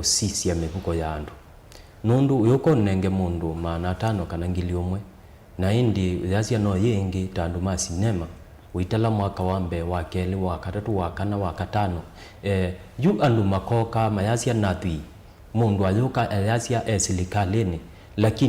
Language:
Kamba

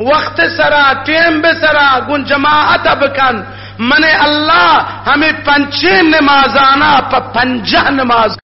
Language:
Eastern Balochi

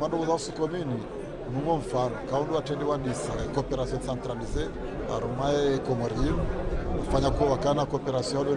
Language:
Ngazidja Comorian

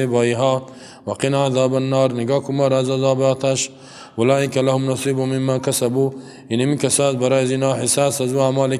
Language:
Persian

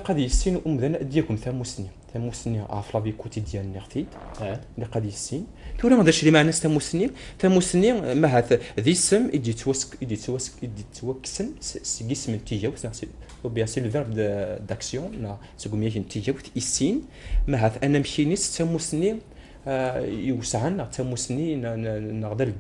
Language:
Kabyle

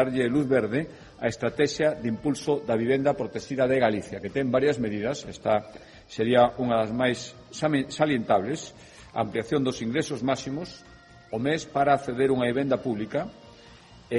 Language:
Galician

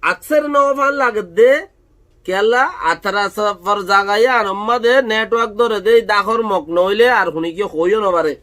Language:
Rohingya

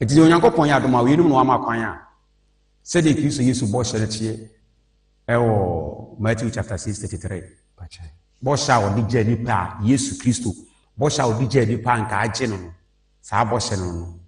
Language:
Akan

